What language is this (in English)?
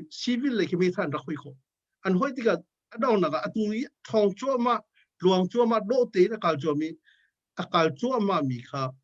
Hakha Chin